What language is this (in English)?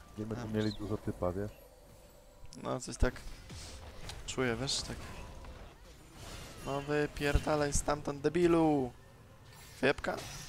Polish